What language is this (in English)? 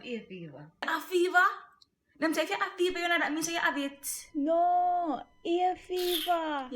Jamaican Creole English